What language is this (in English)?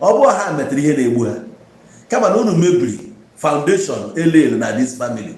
Igbo